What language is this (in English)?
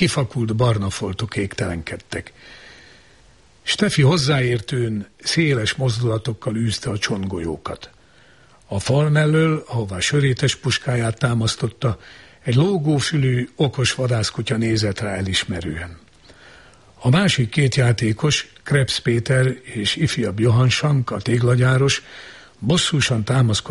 Hungarian